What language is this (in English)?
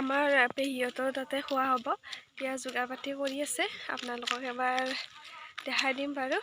Assamese